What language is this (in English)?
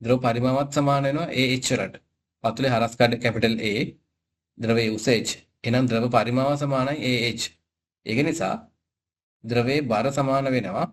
Sinhala